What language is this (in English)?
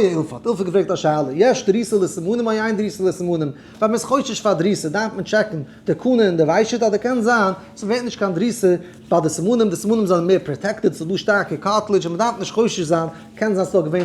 Yiddish